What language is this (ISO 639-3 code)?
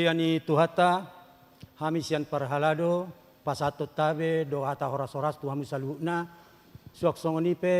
bbc